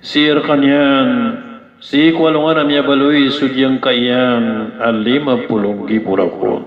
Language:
Maranao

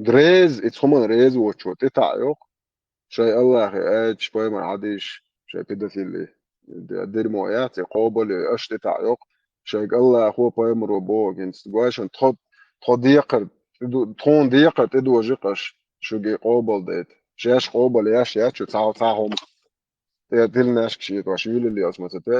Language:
Chechen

